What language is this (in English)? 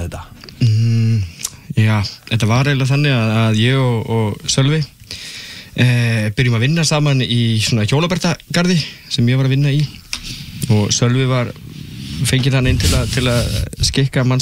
Icelandic